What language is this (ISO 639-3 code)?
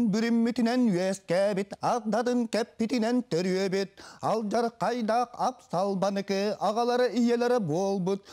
sah